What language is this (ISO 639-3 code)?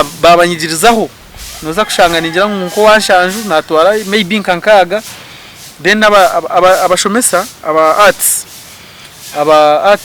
nyn